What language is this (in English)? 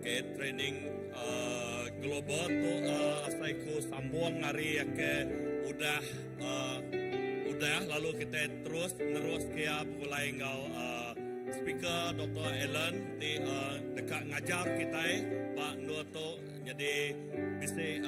Iban